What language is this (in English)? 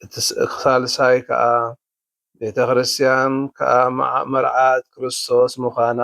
Tigrinya